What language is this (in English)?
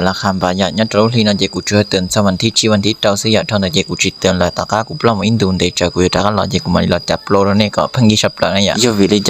Hmong